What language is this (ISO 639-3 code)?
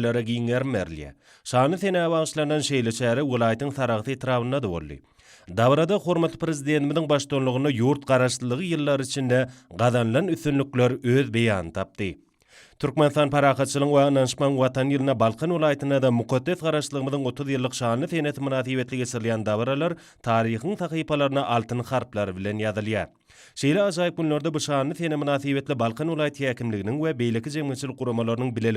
tuk